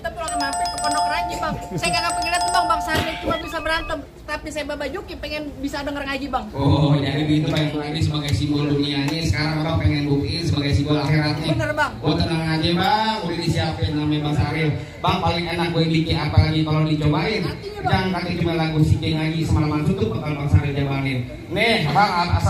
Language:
Betawi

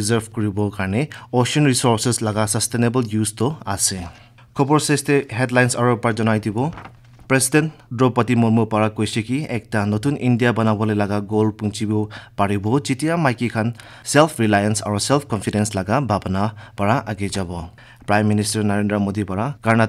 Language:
Naga Pidgin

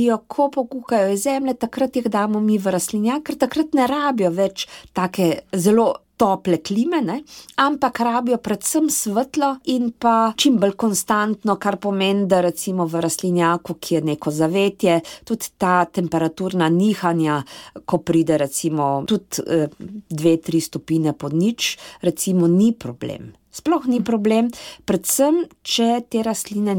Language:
Slovenian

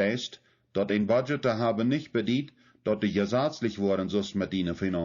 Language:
Plautdietsch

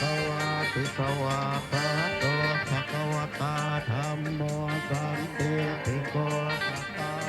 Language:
Pali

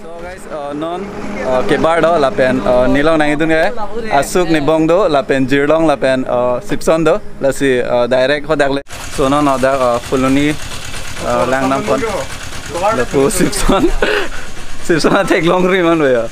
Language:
Karbi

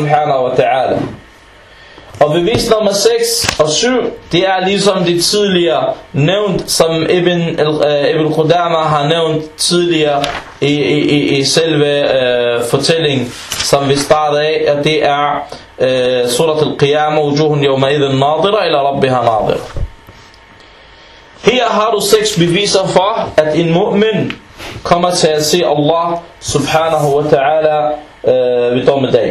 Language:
Danish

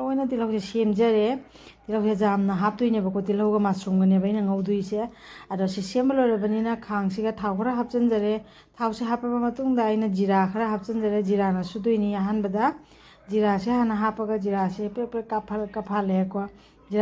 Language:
Manipuri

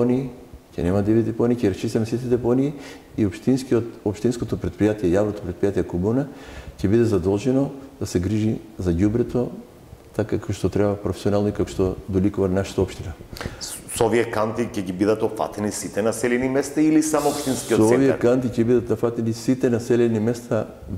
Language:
Macedonian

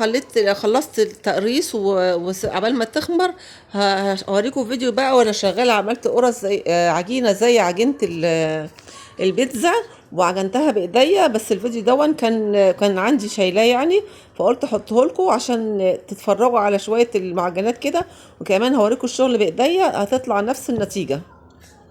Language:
Egyptian Arabic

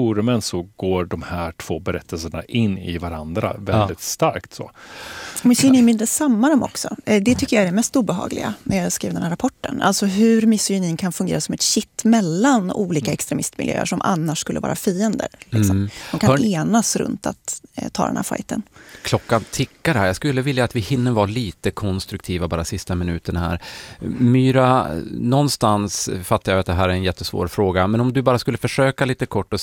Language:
Swedish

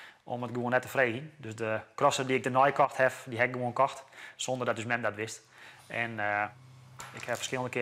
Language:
Western Frisian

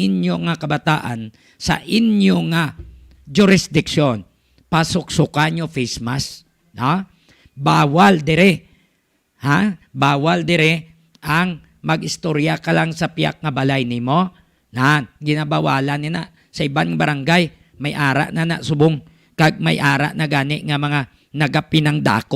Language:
Hiligaynon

